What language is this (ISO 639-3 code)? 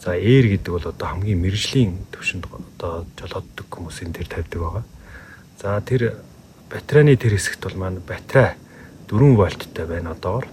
mon